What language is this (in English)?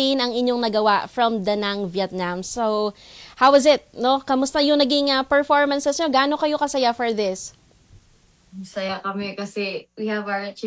Filipino